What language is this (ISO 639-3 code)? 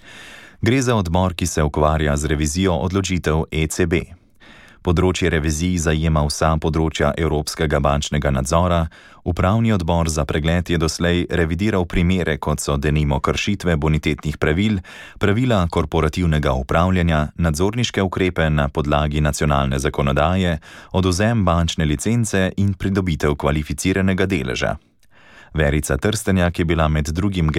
slv